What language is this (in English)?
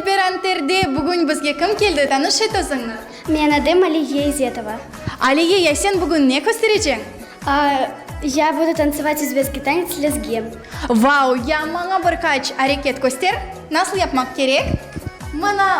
Crimean Tatar